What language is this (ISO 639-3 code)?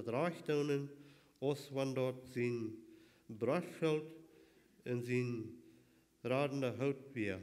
pdt